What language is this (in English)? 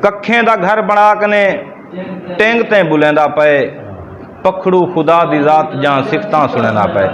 Saraiki